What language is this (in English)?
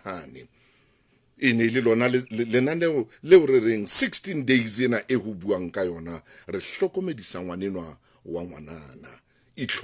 Southern Sotho